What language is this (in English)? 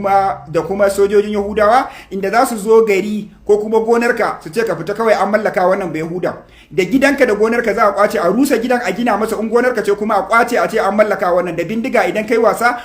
Hausa